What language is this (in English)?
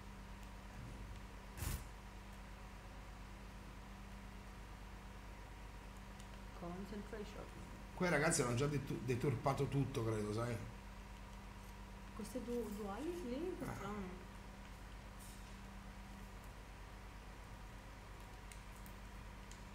Italian